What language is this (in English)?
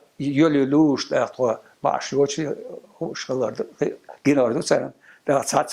Chechen